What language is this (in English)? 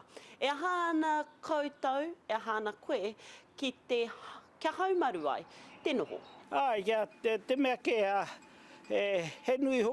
Māori